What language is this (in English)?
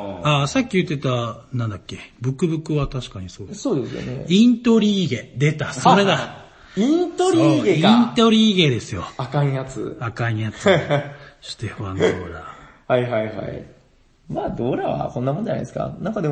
Japanese